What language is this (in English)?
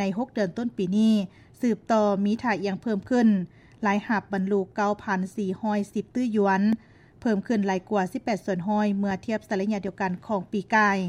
Lao